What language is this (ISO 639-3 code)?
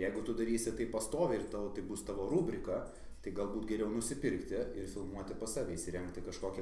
lit